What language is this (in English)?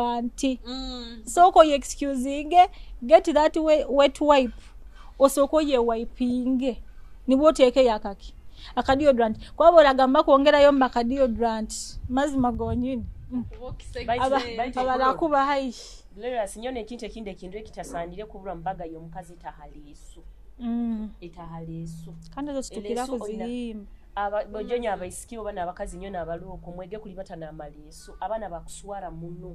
Nyoro